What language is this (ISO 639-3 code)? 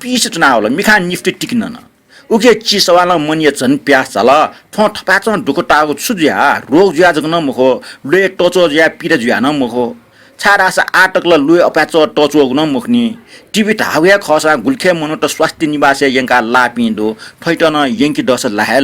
new